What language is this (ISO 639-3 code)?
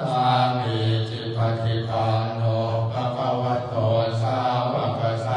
pli